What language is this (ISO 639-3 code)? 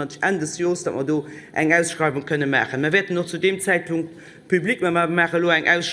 ltz